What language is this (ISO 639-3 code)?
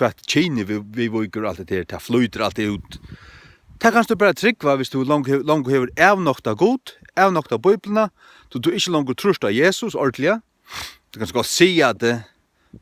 fao